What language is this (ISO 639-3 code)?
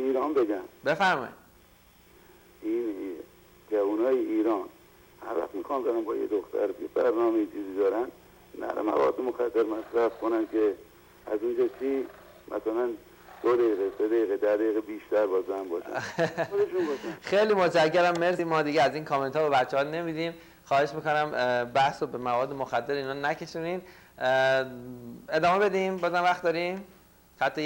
fas